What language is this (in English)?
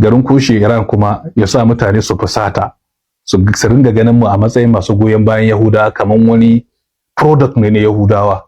Hausa